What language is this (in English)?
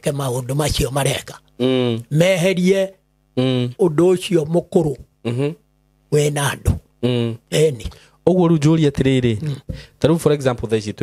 Kikuyu